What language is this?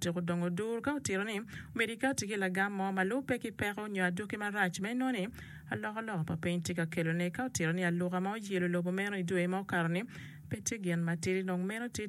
Acoli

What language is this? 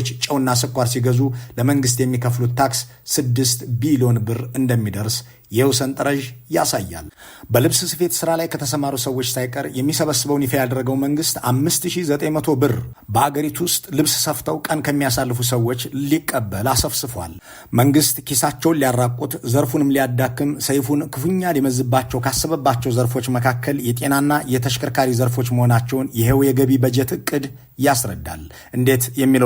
Amharic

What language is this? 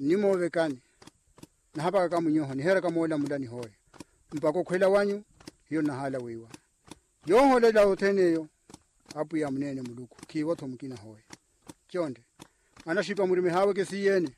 Makhuwa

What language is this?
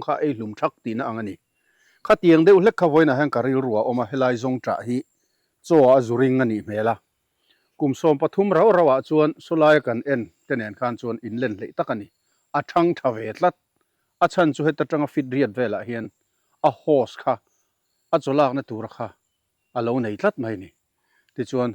Mizo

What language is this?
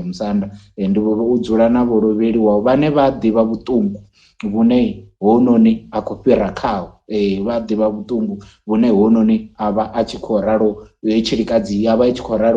Venda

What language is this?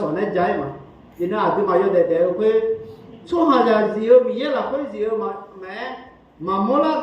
Akha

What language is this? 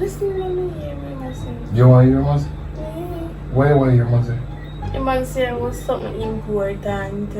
Jamaican Creole English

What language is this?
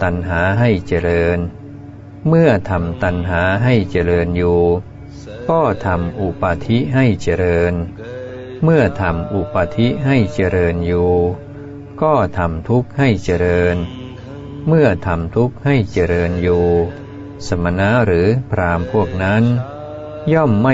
Thai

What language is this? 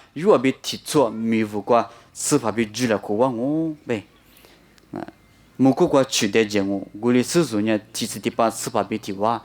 Lisu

